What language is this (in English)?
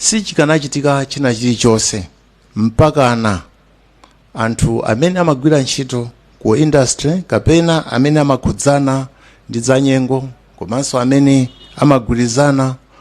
Nyanja